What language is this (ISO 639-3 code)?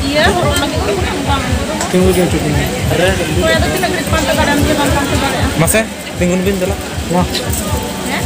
sat